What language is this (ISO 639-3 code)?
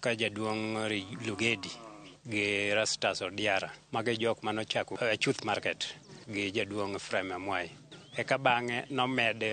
luo